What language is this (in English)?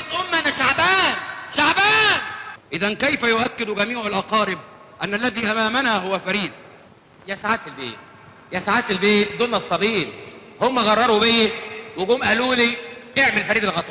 Egyptian Arabic